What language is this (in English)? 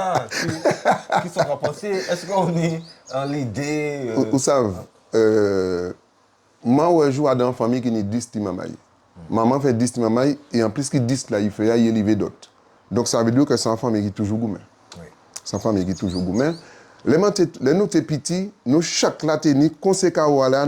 Guadeloupean Creole French